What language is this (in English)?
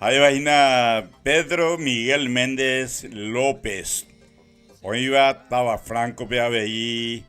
Guarani